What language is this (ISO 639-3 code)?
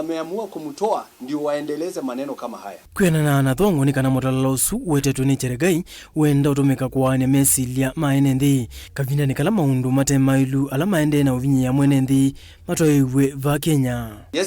kam